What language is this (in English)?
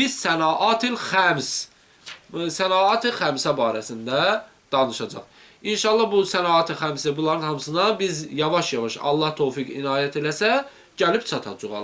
Azerbaijani